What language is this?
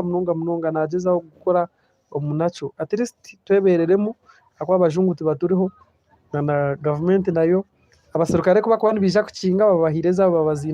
Nyankole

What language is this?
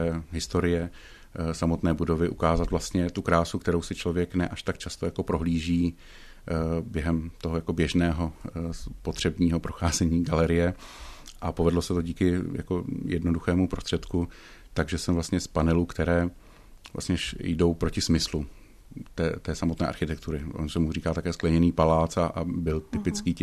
Czech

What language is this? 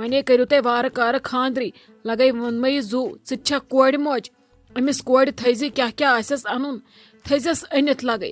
Kashmiri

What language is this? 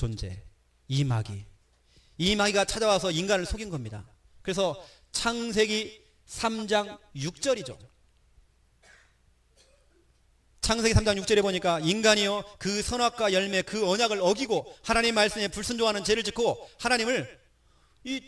Korean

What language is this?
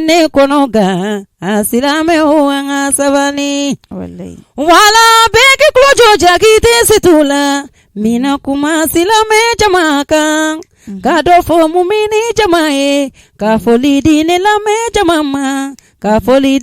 Bambara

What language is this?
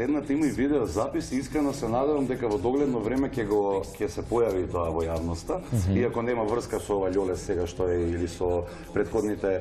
Macedonian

